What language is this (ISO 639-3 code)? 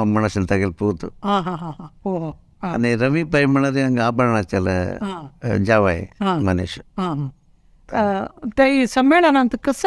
kok